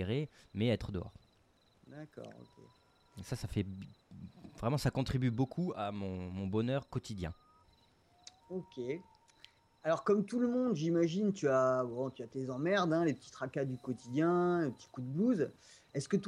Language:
French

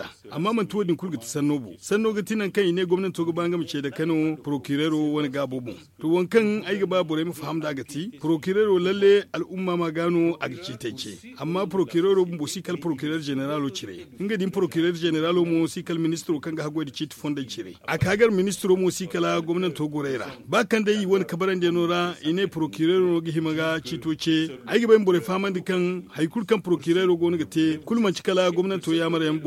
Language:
Zarma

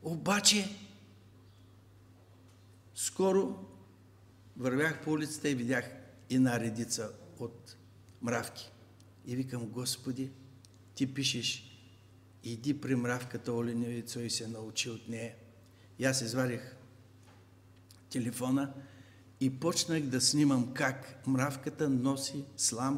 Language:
Bulgarian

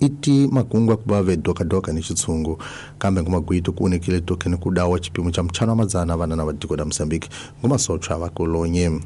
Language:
Tsonga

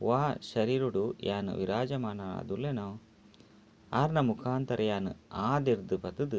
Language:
Tulu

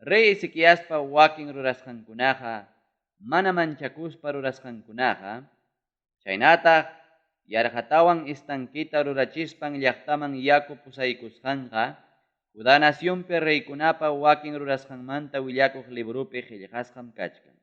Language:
Ayacucho Quechua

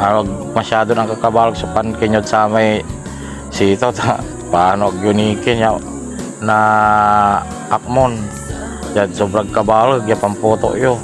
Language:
Pangasinan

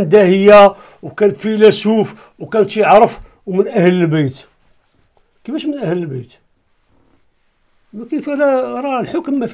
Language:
Moroccan Arabic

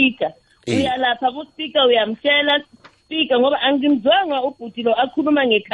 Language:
South Ndebele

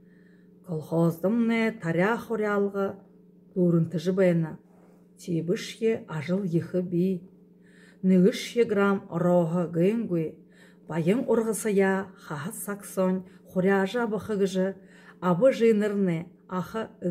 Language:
Buriat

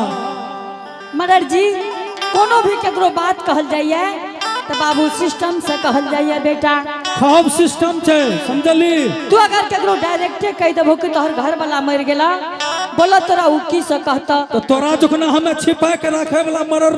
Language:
Angika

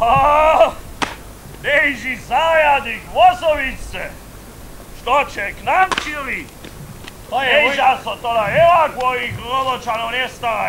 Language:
Upper Sorbian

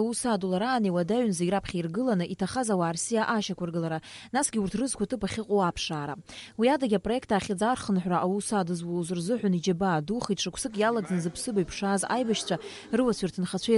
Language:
Abkhazian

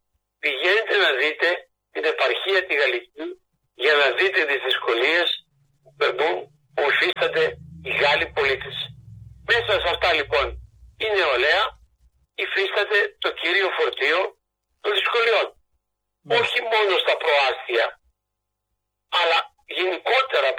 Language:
Greek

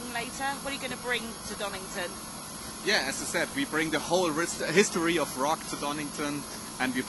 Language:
English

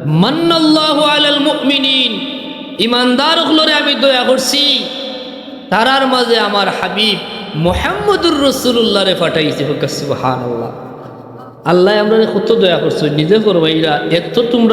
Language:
Sylheti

